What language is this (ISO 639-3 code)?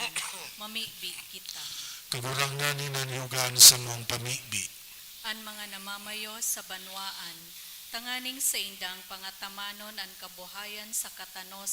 bik